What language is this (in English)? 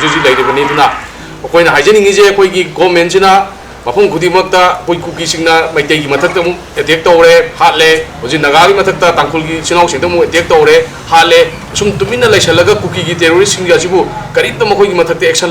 Manipuri